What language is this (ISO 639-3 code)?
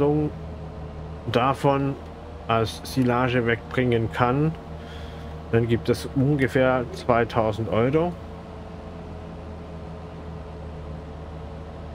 deu